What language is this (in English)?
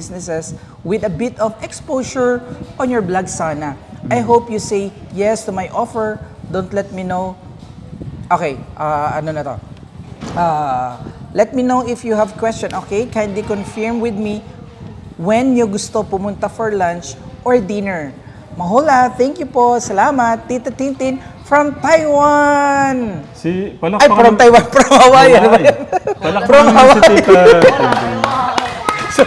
Filipino